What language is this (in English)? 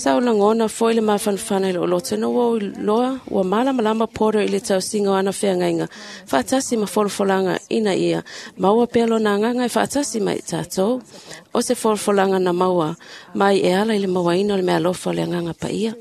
Samoan